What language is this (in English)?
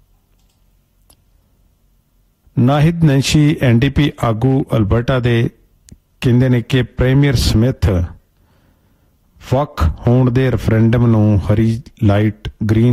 Punjabi